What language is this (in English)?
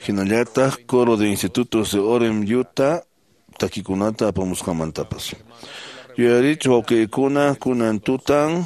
Quechua